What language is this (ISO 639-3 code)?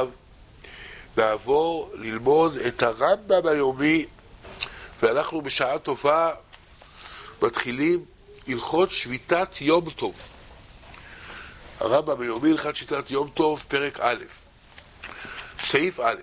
heb